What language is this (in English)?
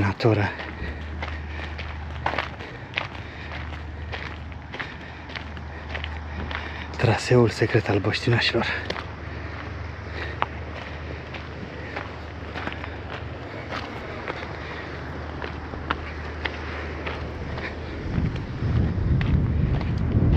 Romanian